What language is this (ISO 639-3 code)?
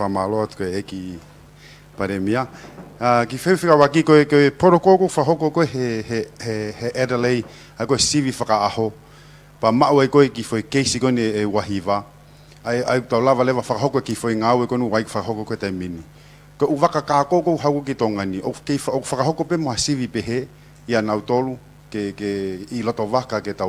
ton